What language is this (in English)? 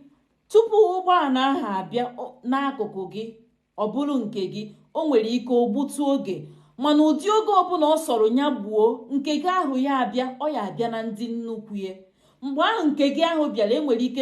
Igbo